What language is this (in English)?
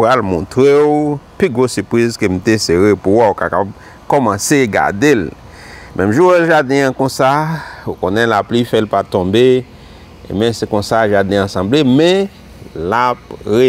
Haitian Creole